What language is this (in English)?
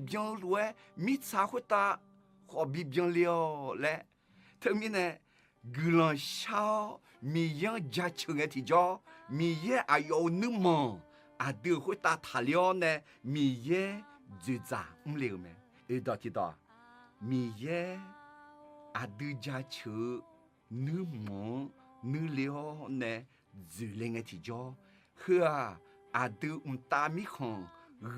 Akha